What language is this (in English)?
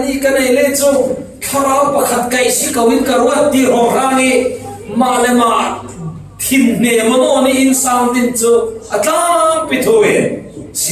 Falam Chin